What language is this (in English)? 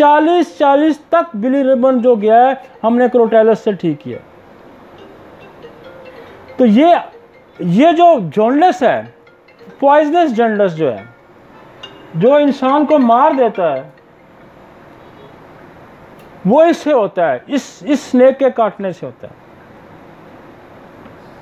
Hindi